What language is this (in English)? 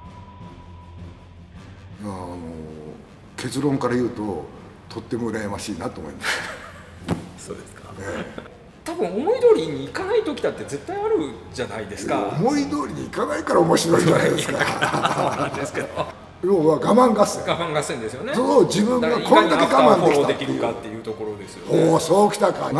Japanese